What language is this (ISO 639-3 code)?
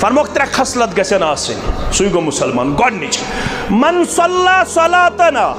kas